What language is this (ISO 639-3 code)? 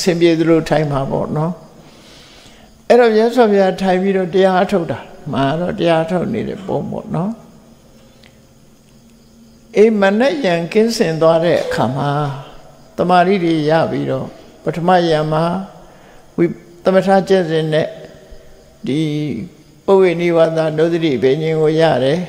mya